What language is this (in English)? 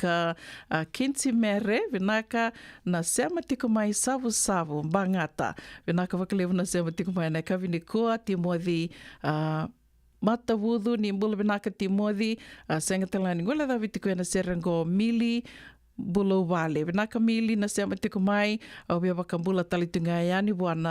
Fijian